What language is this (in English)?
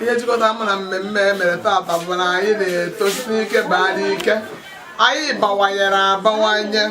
Igbo